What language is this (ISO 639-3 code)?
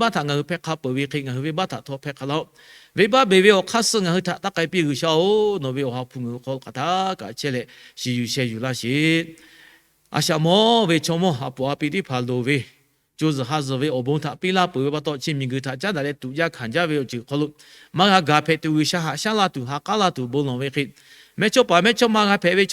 lhu